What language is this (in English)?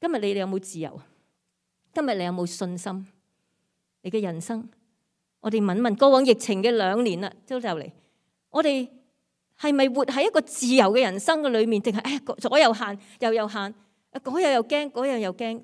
Cantonese